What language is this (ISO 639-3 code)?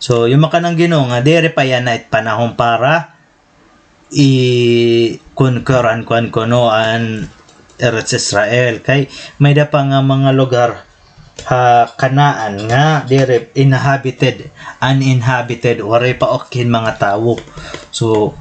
war